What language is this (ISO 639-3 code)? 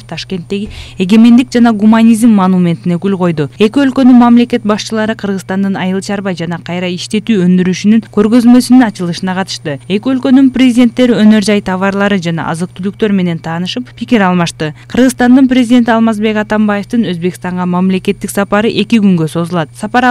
kir